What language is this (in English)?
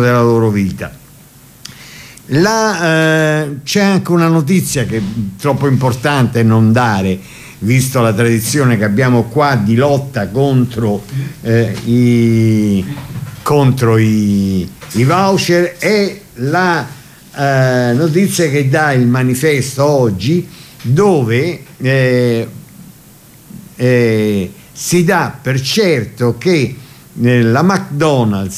Italian